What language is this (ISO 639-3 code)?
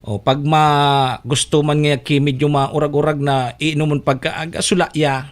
bik